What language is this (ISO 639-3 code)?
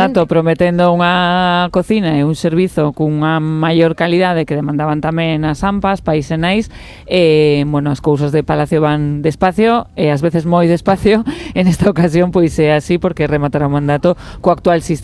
glg